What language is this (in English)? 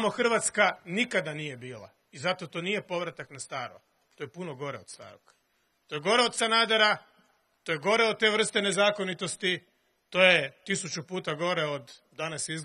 Croatian